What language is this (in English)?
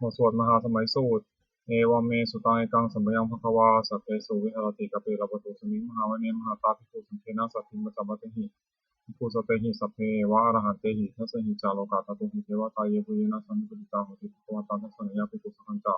Pali